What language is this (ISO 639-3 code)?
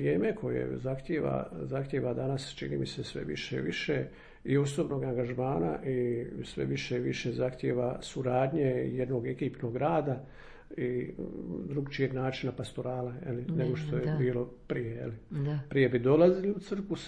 hrv